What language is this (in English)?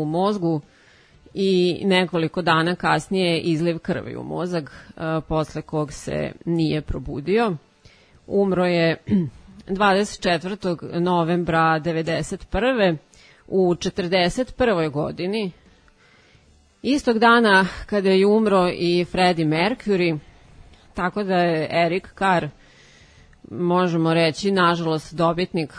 Serbian